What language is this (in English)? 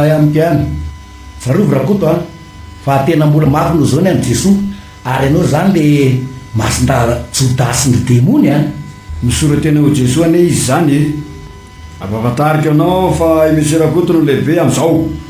Malagasy